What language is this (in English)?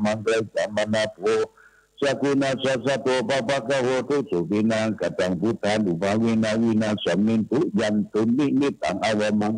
Pali